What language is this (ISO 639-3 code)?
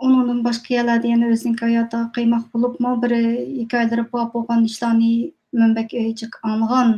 uig